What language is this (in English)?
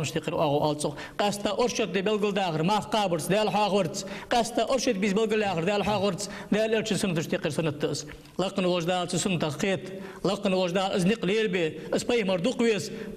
Ingush